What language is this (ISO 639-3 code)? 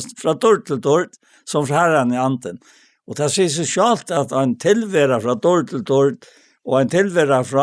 fao